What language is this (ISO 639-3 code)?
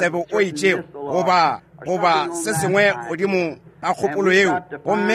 nso